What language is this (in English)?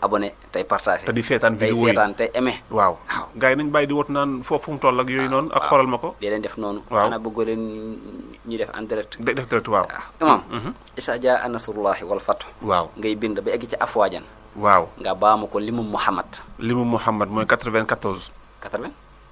Wolof